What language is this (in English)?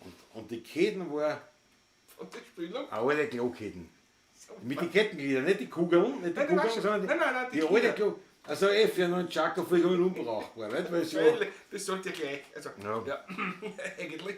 Bavarian